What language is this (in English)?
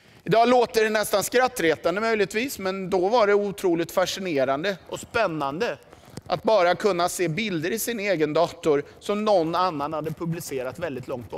Swedish